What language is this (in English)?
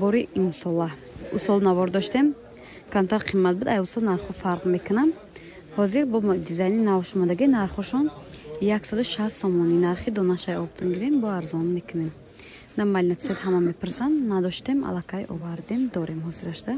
Tajik